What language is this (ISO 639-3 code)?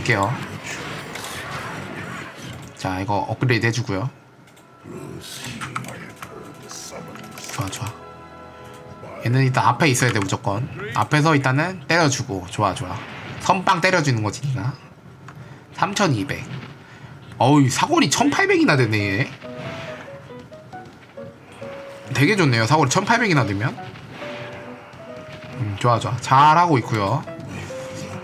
kor